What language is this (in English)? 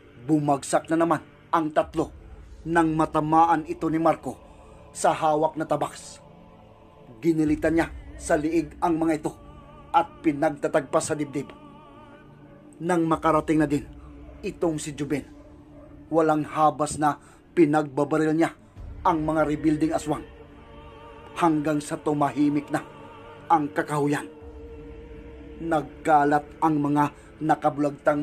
Filipino